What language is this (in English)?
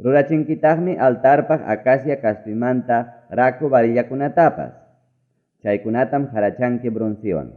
Ayacucho Quechua